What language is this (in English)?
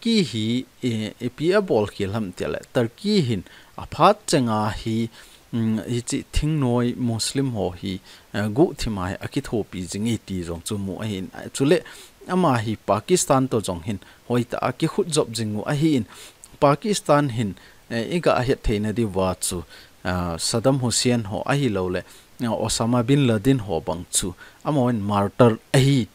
Thado Chin